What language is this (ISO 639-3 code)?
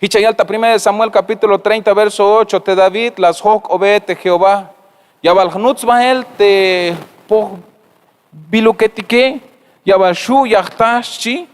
tzh